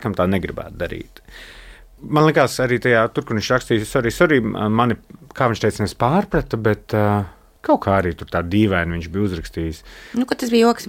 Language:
Latvian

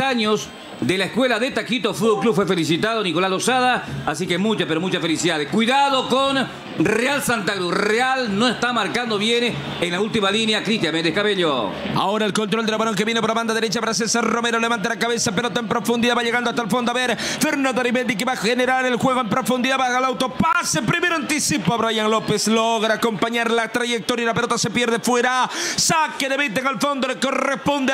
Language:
Spanish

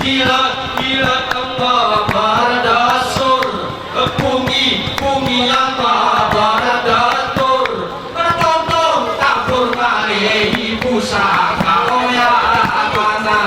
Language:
Gayo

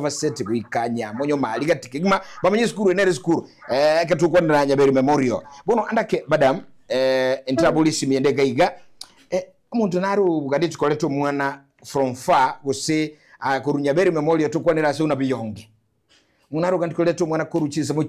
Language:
Gusii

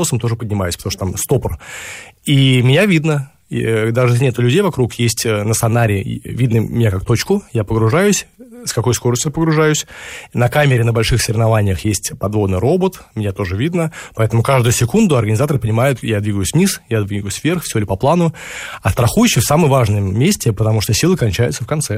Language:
Russian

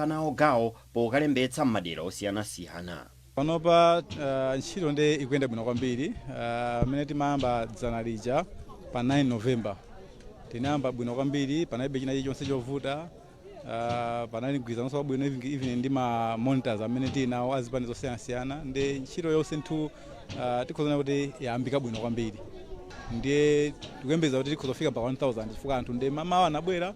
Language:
Nyanja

